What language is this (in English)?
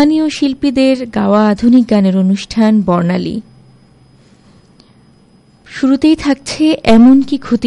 Bangla